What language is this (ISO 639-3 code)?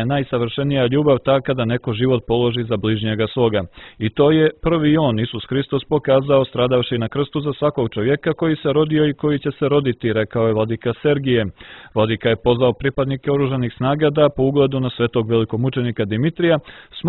srp